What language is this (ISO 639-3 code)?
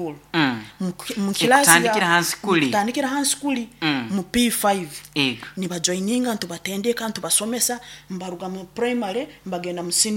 nyo